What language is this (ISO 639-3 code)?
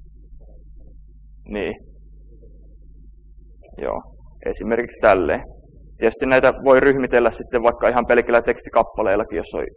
fin